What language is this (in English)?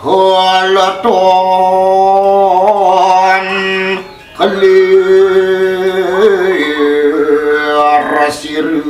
Balinese